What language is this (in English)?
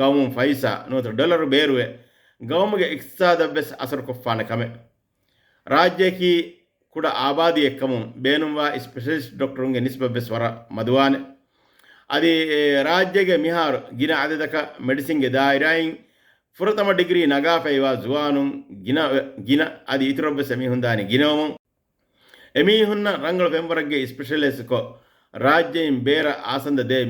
Divehi